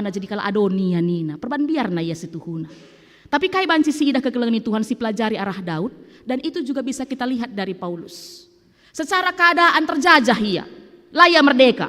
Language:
Batak Karo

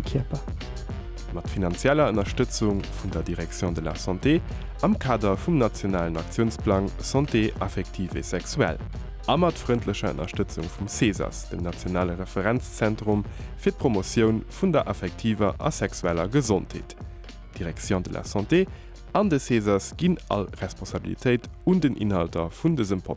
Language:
Luxembourgish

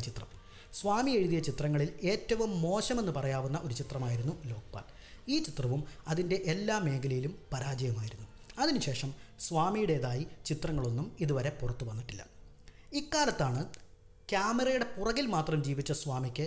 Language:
Malayalam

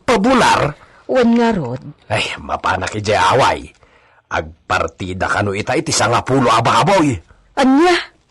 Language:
Iloko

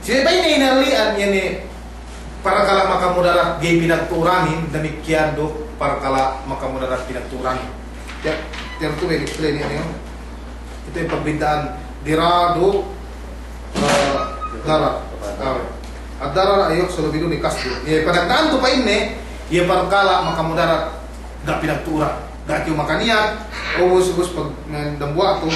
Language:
Yakan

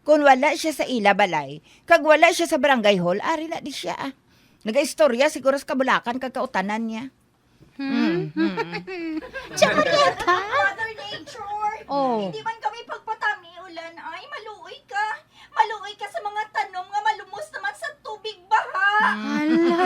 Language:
Hiligaynon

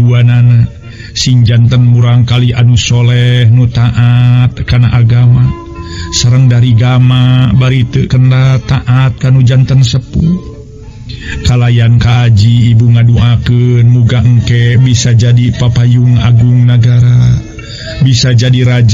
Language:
Sundanese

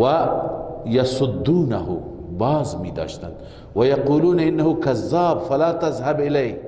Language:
Persian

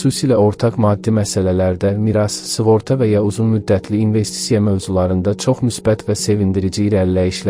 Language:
Azerbaijani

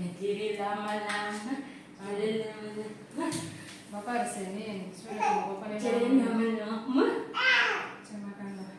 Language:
Ambonese Malay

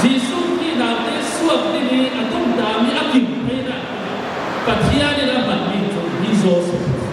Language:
Falam Chin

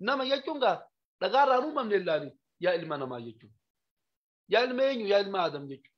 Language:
Oromo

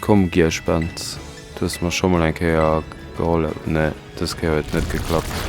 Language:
Luxembourgish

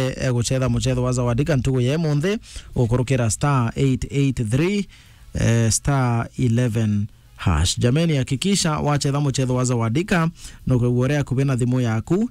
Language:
Meru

